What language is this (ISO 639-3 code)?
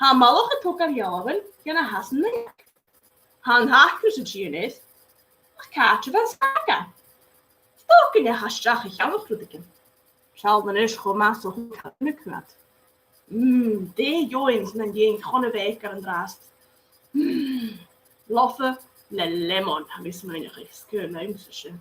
gla